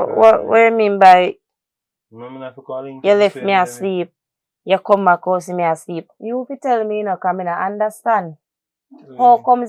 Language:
Jamaican Creole English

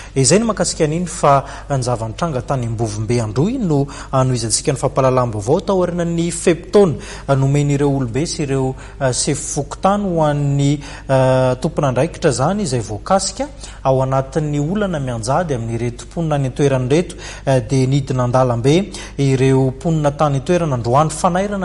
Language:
Malagasy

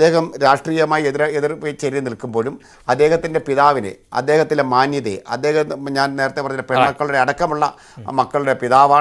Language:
Malayalam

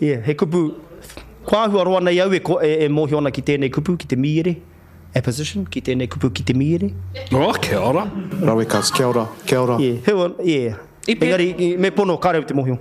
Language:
Māori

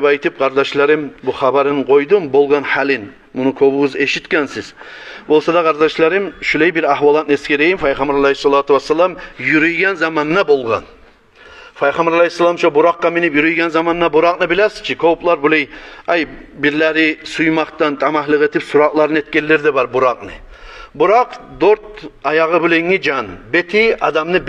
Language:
Kumyk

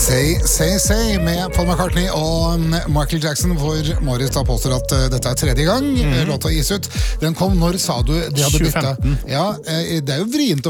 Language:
Norwegian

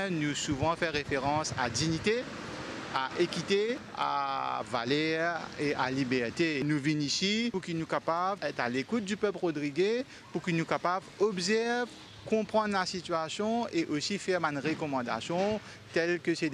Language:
Morisyen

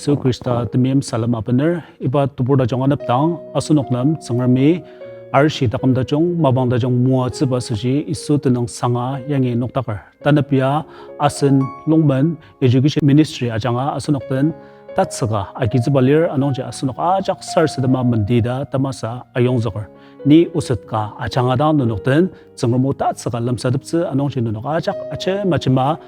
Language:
Ao Naga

